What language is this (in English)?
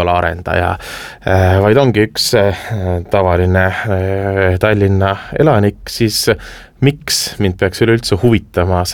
Estonian